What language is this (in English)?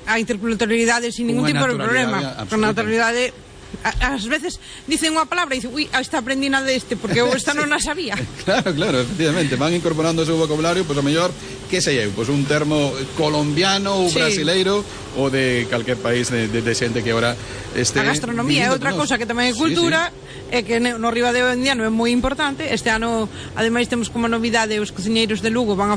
Galician